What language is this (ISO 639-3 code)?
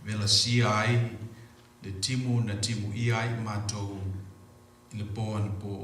smo